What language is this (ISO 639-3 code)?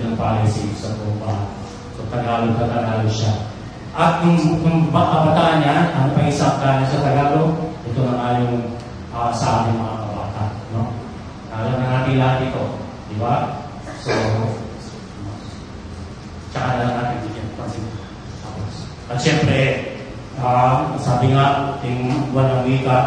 fil